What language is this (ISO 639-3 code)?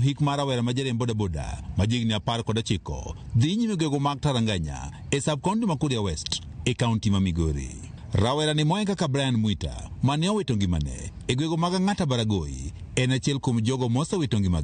luo